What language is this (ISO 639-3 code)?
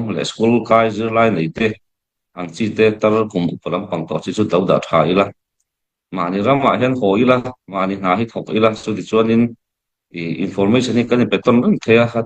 cnh